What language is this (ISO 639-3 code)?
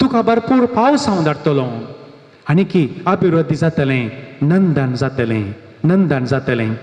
kok